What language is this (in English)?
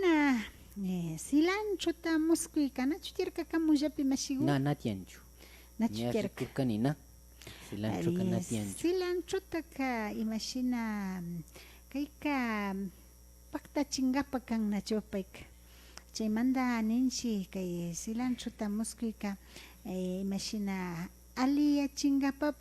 Imbabura Highland Quichua